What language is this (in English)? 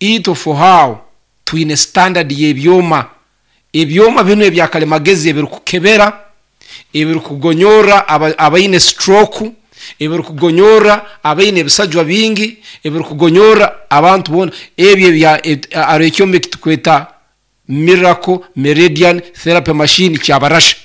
Nyoro